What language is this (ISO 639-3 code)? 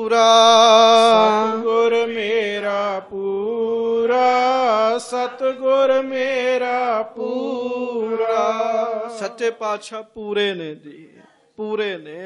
pan